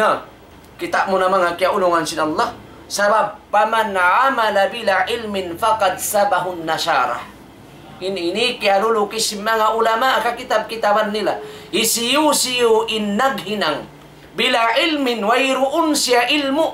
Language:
Tausug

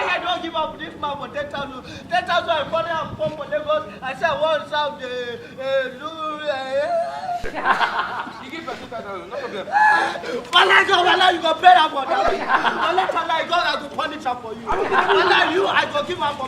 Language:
Nigerian Pidgin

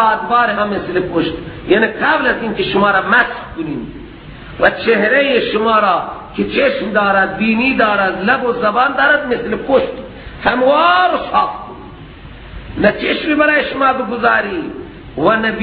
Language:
Persian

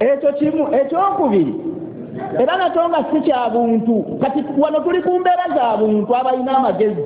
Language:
Ganda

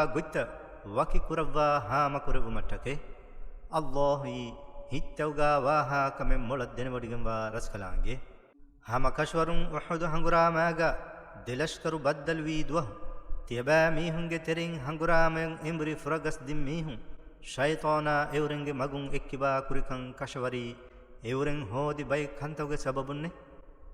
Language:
Divehi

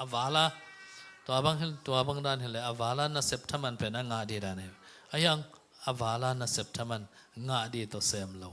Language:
Tedim Chin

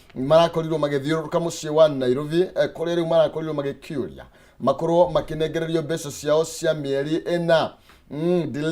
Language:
Kikuyu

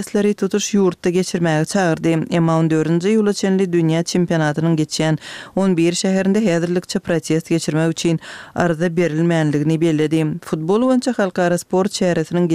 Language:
Turkmen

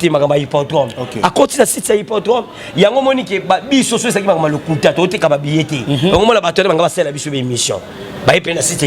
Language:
Lingala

